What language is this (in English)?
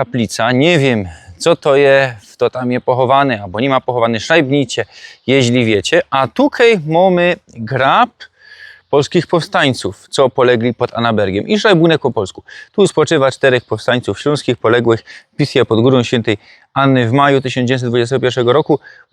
Silesian